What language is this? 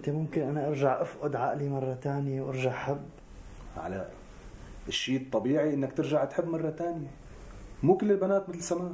North Levantine Arabic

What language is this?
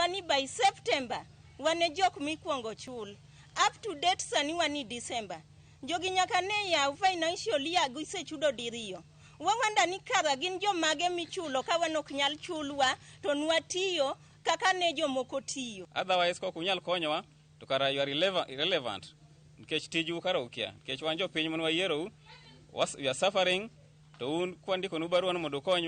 Luo (Kenya and Tanzania)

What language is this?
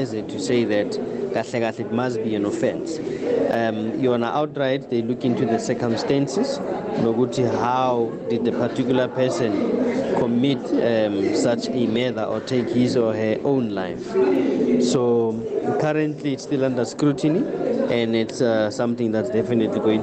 South Ndebele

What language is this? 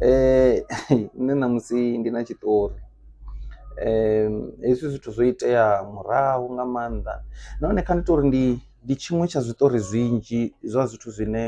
Venda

